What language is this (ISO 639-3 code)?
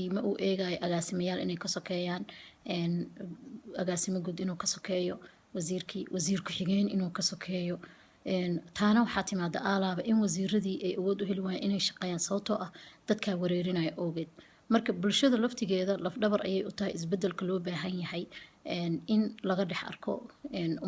som